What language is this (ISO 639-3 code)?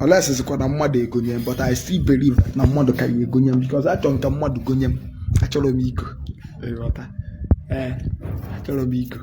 ibo